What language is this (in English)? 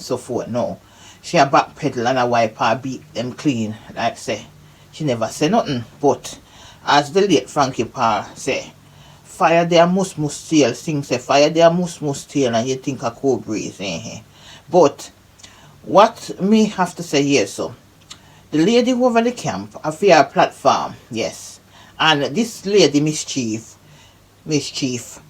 Jamaican Creole English